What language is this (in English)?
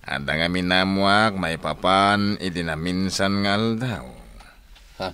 Iloko